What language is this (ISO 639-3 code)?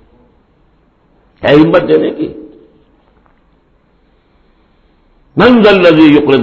urd